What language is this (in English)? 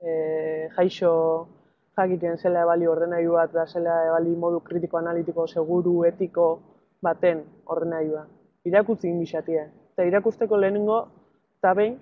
Basque